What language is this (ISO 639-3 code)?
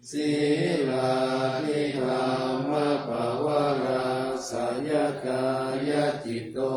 pli